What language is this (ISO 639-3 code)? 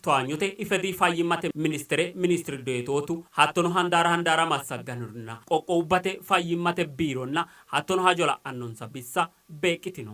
sid